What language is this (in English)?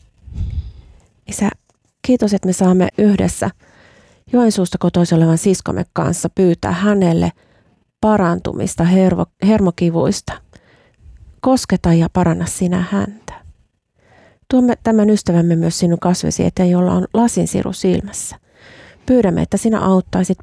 Finnish